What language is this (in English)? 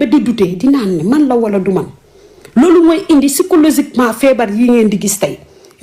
Wolof